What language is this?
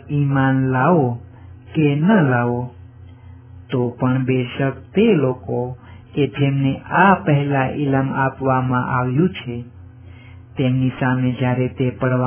Gujarati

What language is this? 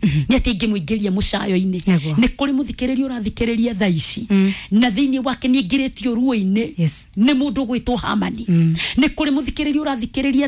Kikuyu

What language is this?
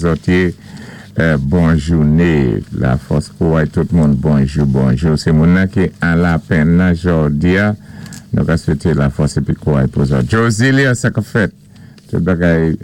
Saint Lucian Creole French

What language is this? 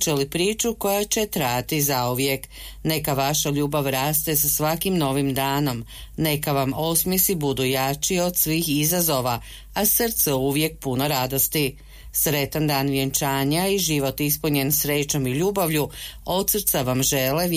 Croatian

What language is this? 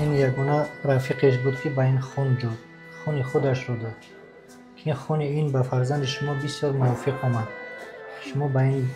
Tajik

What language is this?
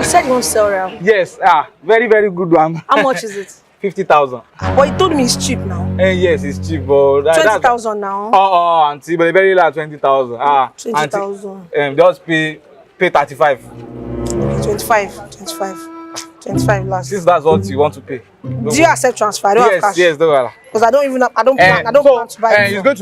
Nigerian Pidgin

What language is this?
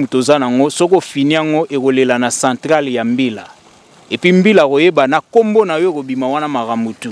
Lingala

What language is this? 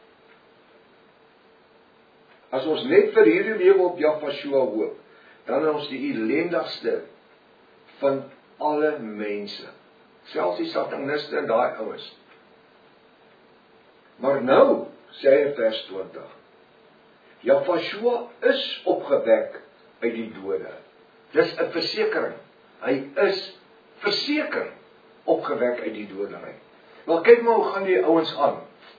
Afrikaans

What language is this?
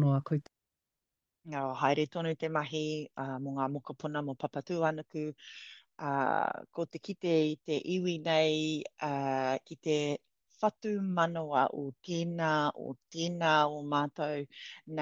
Māori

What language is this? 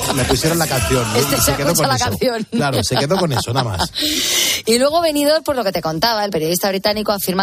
Spanish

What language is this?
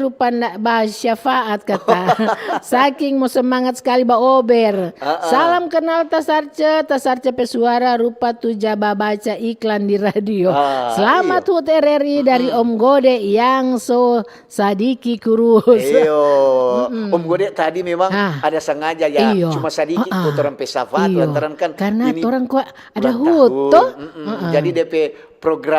Manado Malay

